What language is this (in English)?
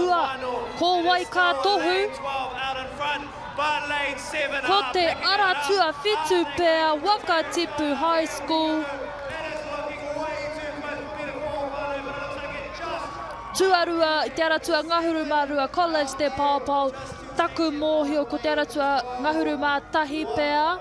Māori